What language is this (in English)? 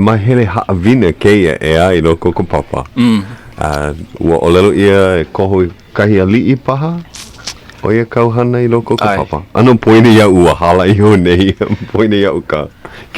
Hawaiian